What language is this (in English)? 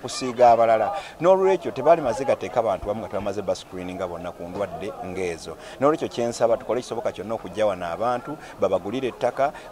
Ganda